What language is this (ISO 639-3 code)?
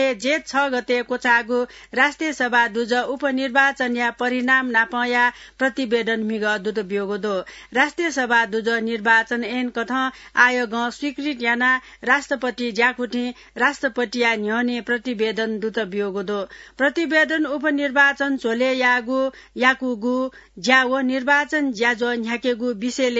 new